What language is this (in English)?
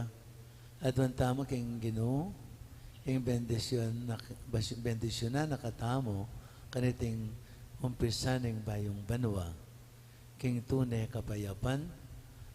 Pampanga